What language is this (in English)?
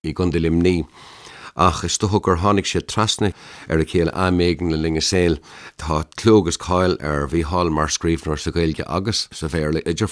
Irish